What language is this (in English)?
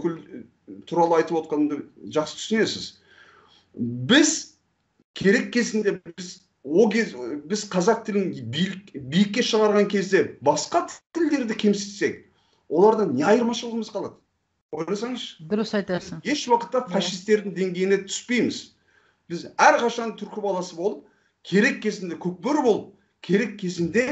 Kazakh